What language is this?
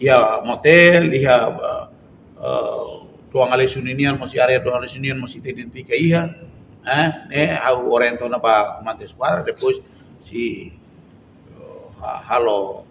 Tetum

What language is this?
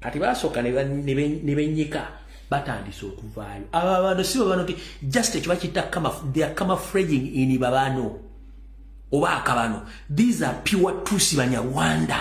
Ganda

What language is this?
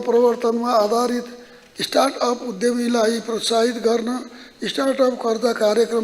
Nepali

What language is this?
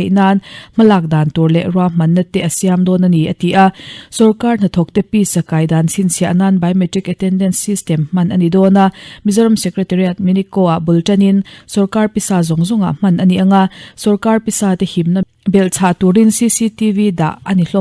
Mizo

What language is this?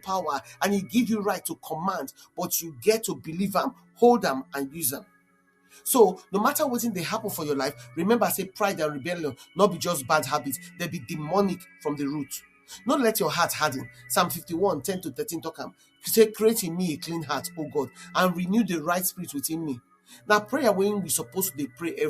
Nigerian Pidgin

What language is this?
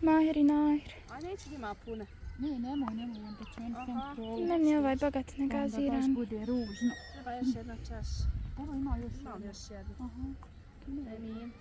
Bosnian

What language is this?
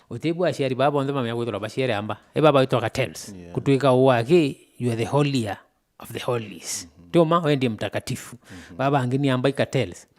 Meru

